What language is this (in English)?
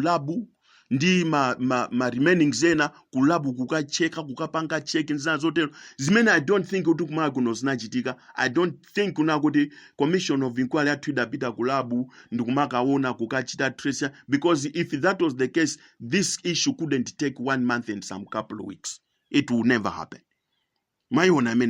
Nyanja